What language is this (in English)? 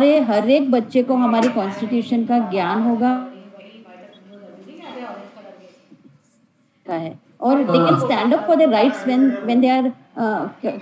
Hindi